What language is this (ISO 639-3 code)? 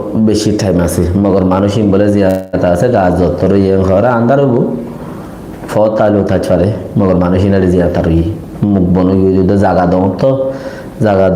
rhg